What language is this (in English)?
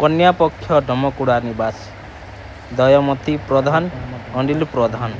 Odia